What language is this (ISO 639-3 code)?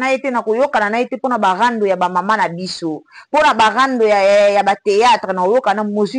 lin